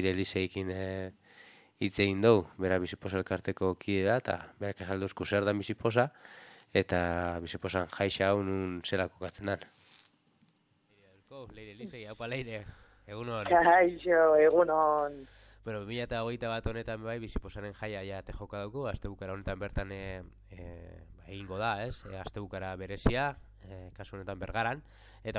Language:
Basque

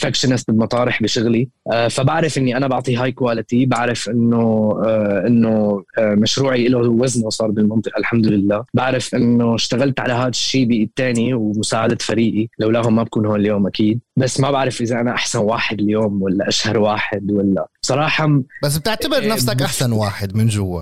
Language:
North Levantine Arabic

